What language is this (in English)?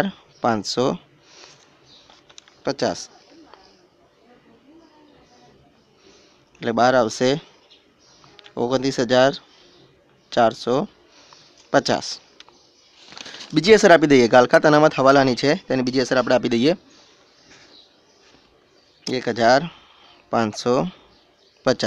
Gujarati